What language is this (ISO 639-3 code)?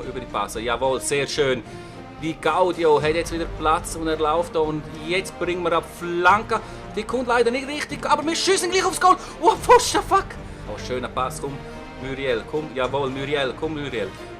gsw